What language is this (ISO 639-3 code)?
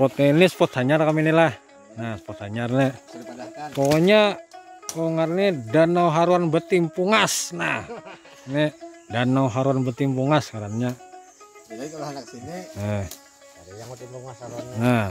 bjn